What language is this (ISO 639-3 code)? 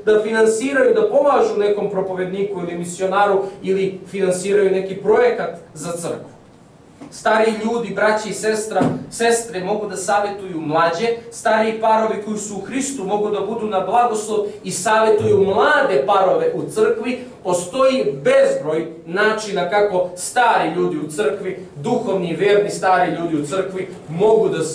srp